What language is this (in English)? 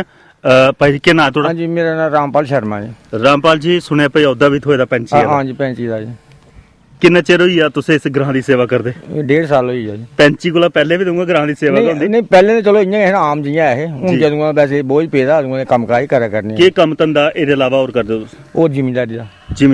Dogri